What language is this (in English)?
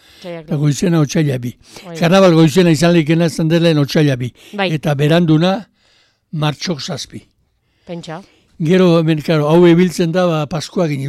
Basque